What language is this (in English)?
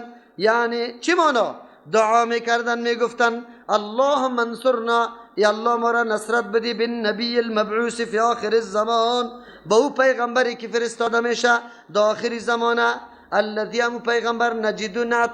Persian